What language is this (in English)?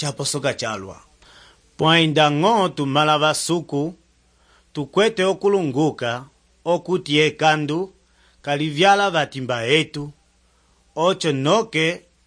Umbundu